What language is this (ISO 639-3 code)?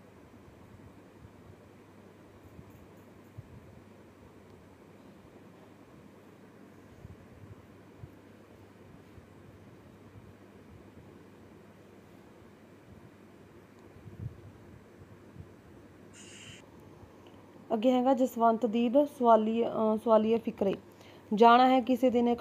pan